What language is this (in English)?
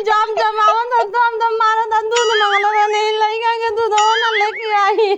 Bhojpuri